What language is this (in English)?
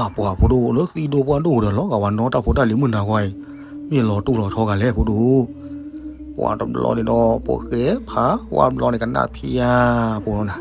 S'gaw Karen